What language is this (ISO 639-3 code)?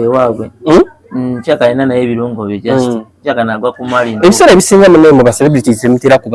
lug